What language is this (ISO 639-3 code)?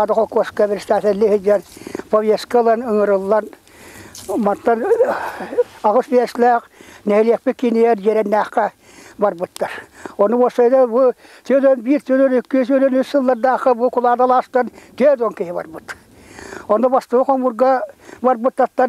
sah